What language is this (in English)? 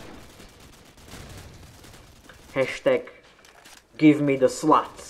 Slovak